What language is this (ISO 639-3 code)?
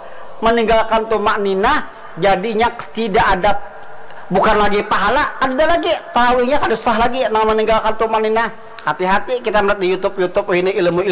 bjn